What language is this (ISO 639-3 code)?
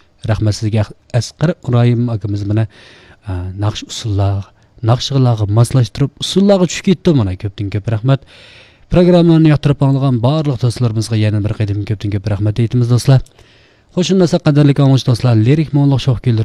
uig